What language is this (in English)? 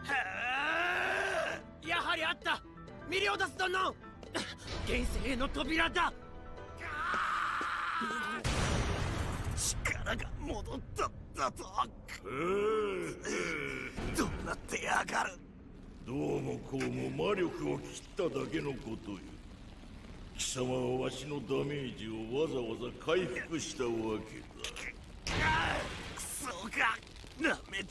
Japanese